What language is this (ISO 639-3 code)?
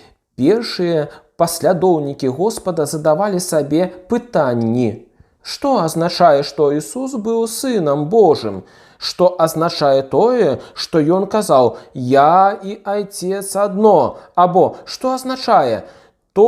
bel